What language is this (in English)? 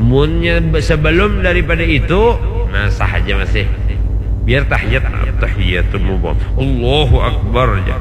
Banjar